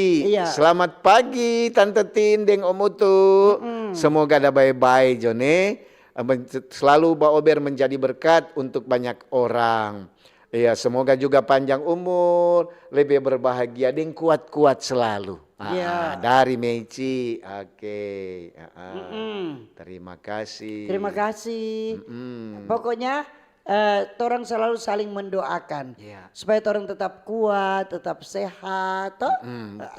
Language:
Manado Malay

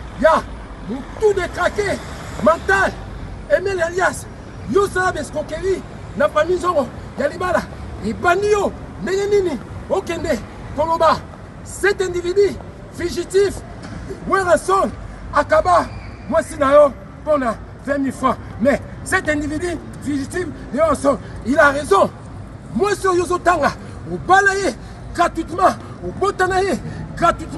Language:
Lingala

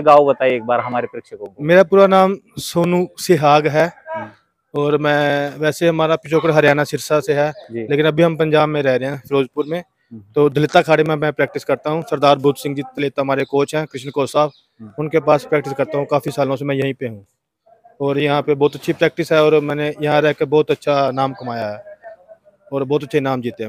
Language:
Marathi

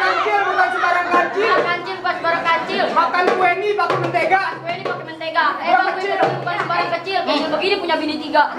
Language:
Betawi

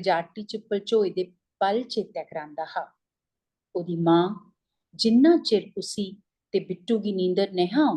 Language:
Dogri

